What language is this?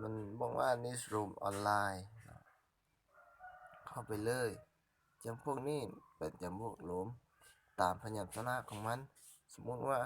Lao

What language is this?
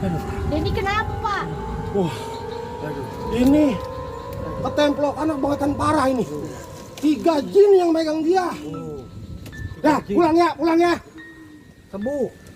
Betawi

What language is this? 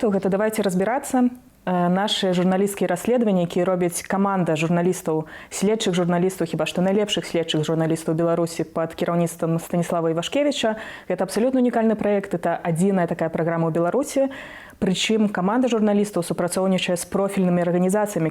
Belarusian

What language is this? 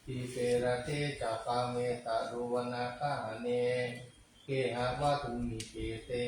Pali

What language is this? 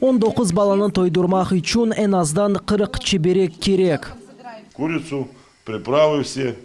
Crimean Tatar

